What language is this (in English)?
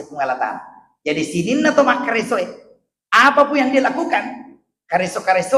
Buginese